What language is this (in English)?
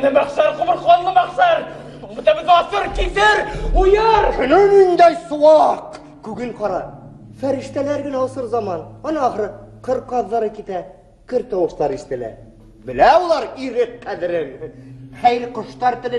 Bashkir